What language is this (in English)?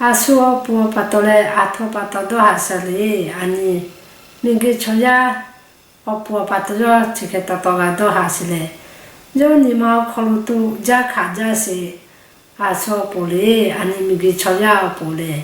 Lahu